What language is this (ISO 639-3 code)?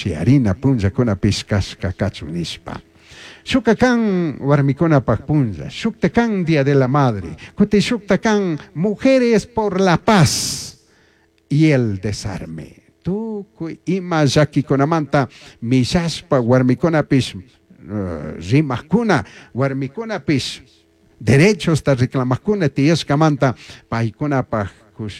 qug